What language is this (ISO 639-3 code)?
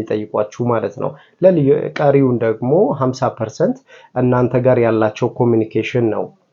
amh